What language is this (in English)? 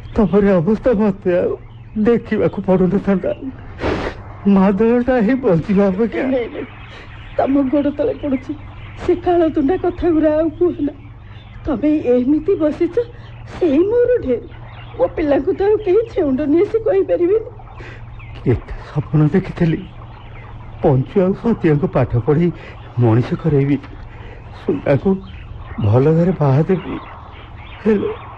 Odia